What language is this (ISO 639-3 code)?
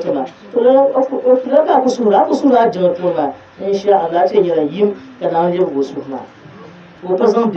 dag